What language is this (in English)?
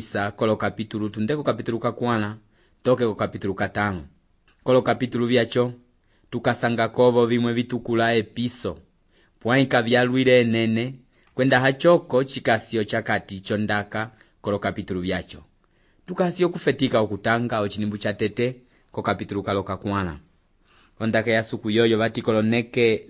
Umbundu